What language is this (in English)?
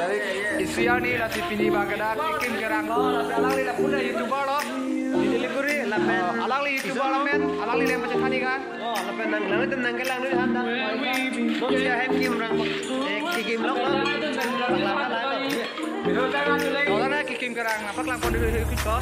Karbi